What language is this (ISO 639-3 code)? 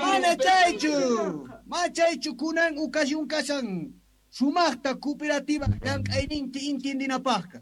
quh